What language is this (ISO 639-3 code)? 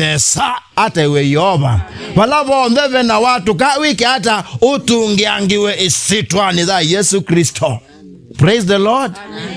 kam